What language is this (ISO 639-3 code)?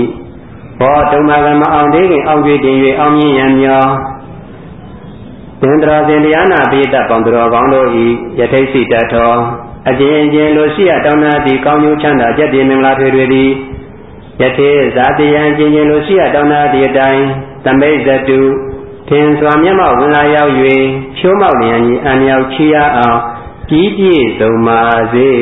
mya